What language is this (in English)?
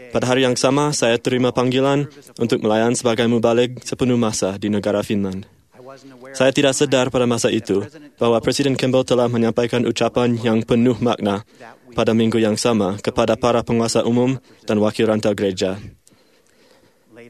Malay